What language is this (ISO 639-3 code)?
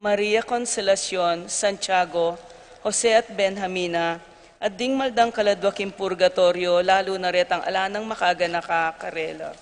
pam